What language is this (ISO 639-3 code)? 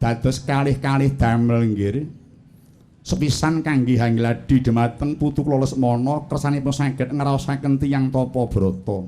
jav